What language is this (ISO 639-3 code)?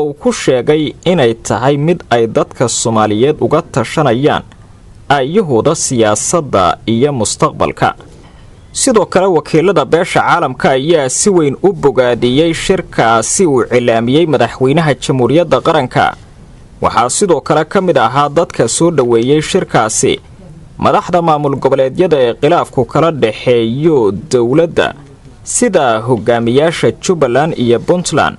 som